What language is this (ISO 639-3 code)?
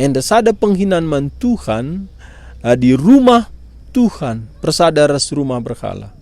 btx